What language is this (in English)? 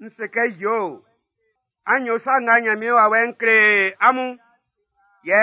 Baoulé